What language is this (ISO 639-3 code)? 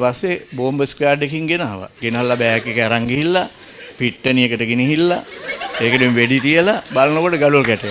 sin